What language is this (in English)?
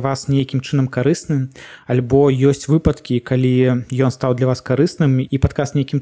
Belarusian